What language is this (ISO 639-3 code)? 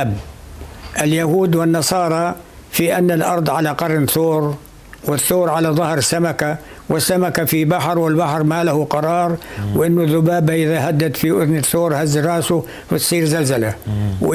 apc